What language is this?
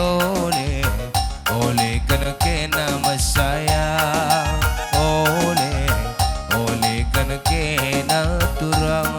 Batak Karo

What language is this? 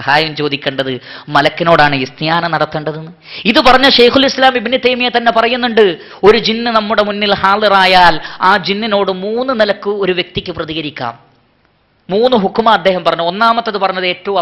Malayalam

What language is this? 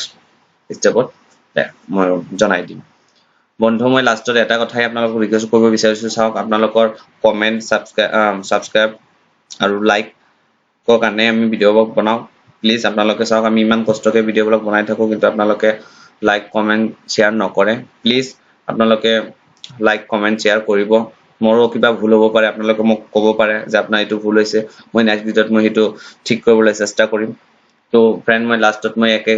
Assamese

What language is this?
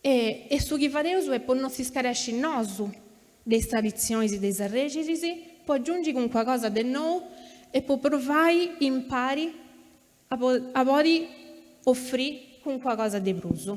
Sardinian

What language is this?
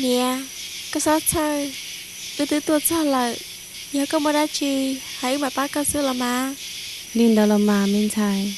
Hmong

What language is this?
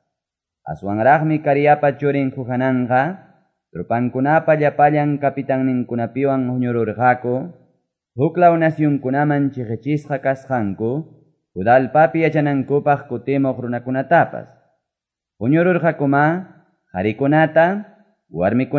Quechua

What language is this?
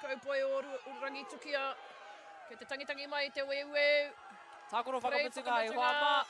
Māori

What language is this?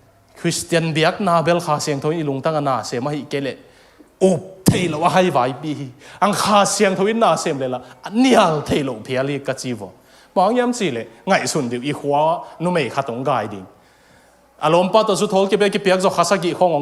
Tedim Chin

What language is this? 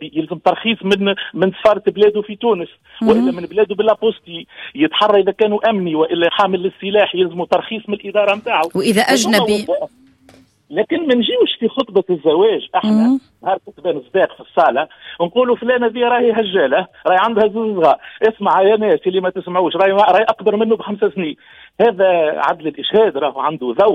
Tunisian Arabic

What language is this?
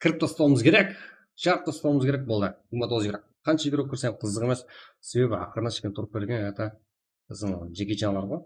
Kara-Kalpak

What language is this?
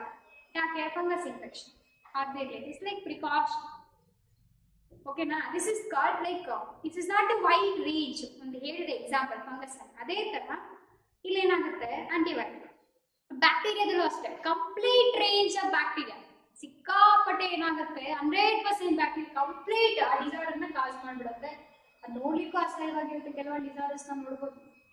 Kannada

